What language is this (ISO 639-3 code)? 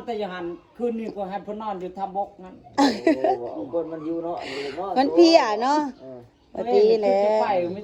lao